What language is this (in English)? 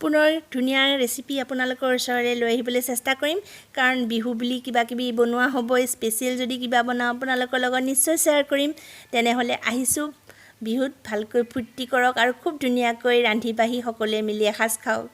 Assamese